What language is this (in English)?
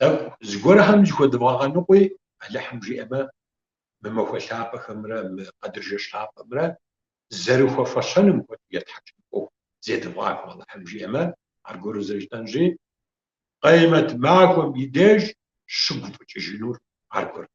Kabardian